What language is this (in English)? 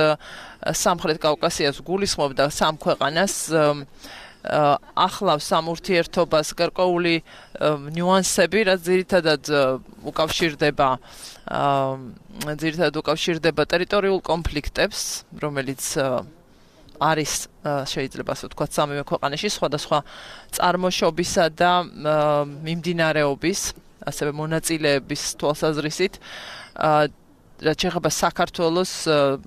Georgian